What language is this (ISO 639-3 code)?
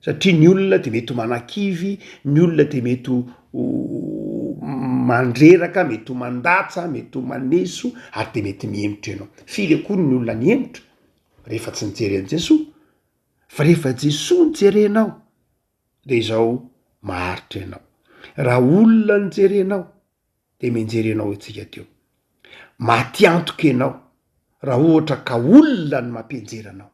mlg